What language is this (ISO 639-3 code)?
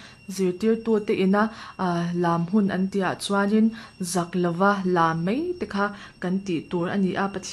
lus